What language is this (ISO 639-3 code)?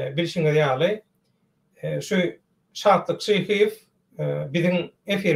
tuk